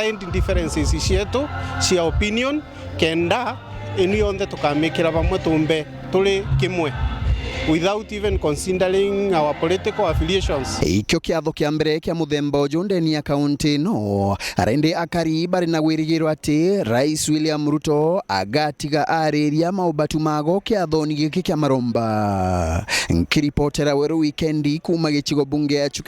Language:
Meru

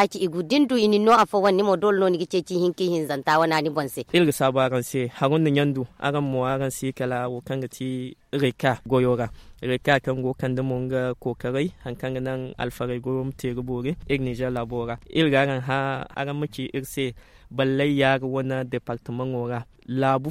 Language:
Zarma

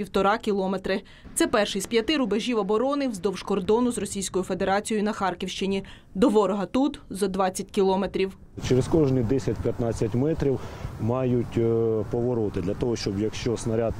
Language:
Ukrainian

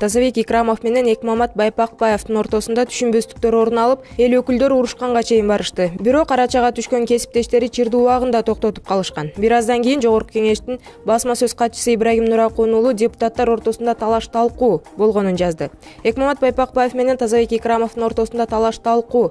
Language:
Kyrgyz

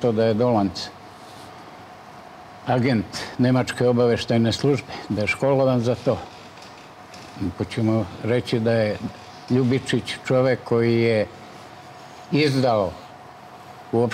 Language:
Serbian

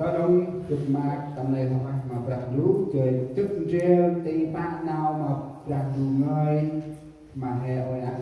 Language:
Central Mnong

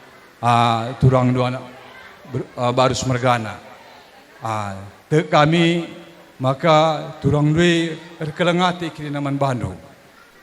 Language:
Batak Karo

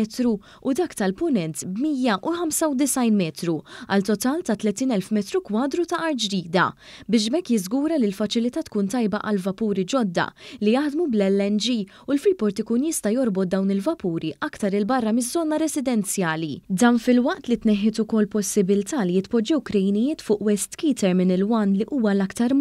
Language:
Maltese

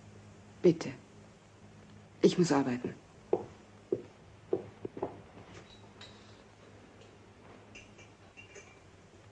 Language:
German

